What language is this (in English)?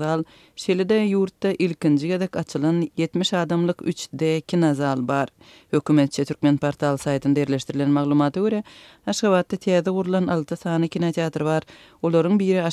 Turkmen